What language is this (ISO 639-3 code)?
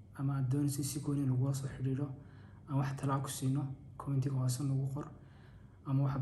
som